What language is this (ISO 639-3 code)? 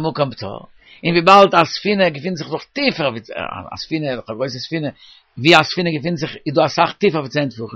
yid